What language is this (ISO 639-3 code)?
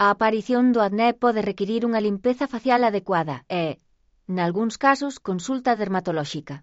glg